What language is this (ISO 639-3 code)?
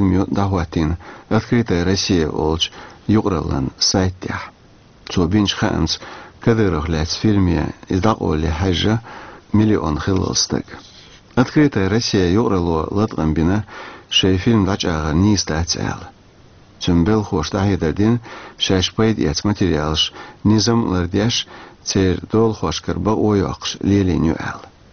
che